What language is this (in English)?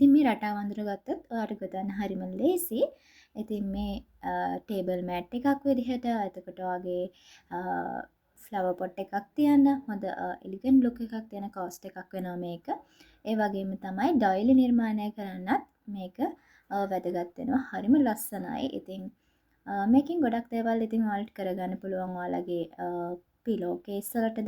Sinhala